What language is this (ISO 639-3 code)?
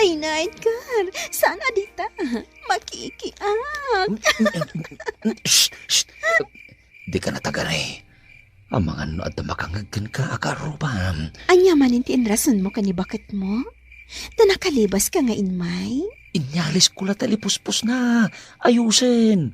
ilo